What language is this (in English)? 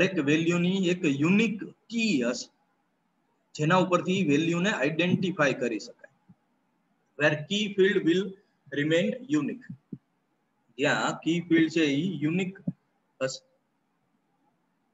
Gujarati